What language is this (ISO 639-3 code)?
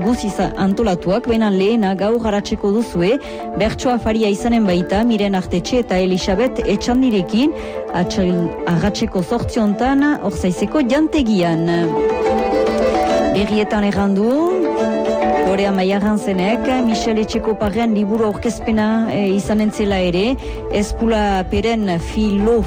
eus